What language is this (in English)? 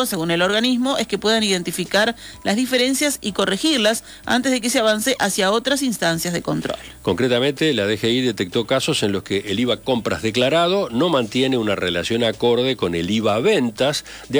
Spanish